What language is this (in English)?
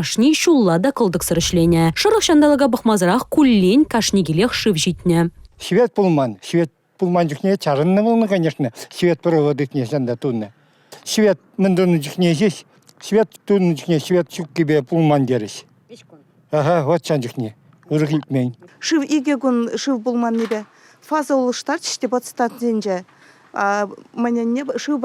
Chuvash